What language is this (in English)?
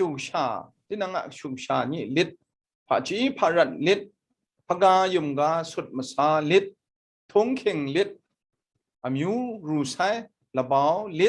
Kachin